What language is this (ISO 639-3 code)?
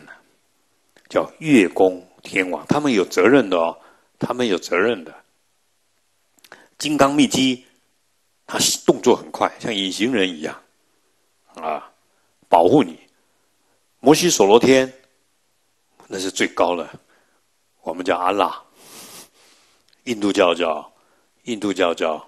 zho